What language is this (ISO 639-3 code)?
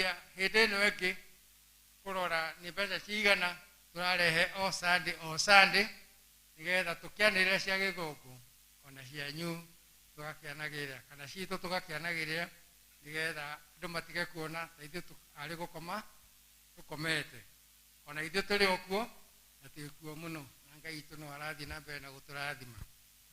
kik